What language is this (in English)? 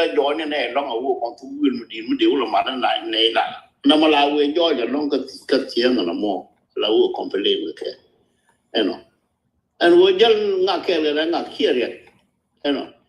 Nuer